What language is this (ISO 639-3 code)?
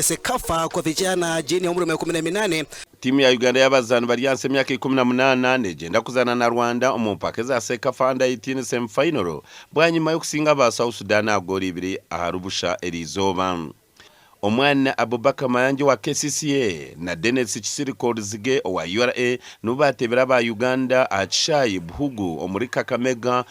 nyn